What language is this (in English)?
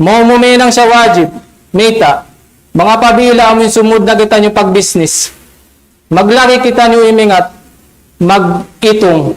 Tausug